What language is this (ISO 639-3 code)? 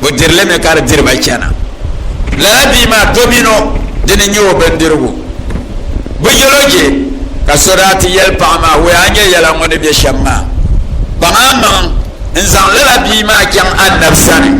dag